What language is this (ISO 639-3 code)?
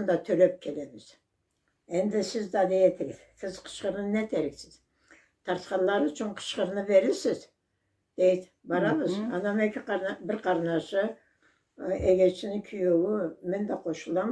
krc